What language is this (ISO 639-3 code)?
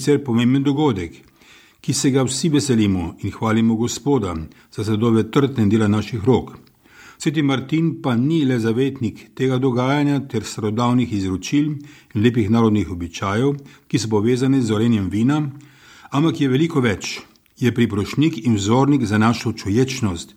slv